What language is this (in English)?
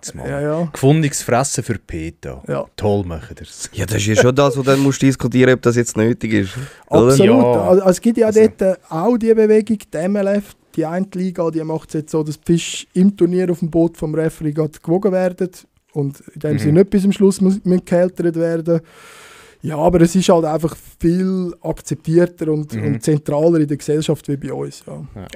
Swiss German